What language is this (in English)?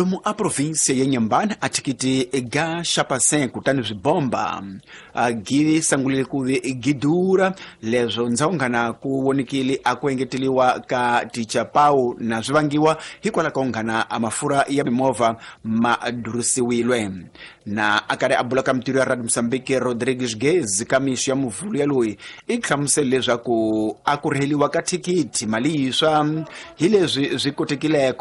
Tsonga